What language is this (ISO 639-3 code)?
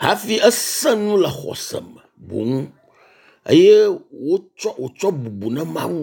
ewe